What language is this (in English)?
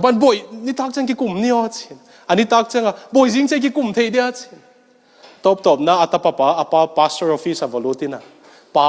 Tedim Chin